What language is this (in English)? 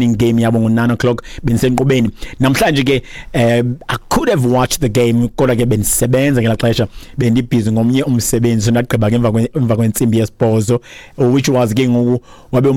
Xhosa